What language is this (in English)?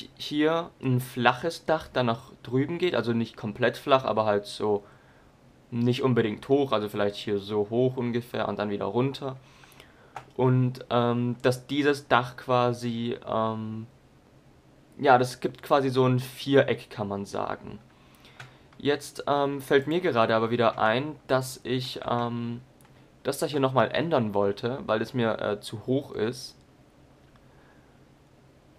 German